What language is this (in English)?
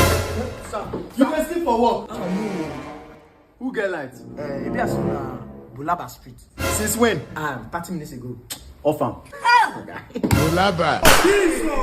Nigerian Pidgin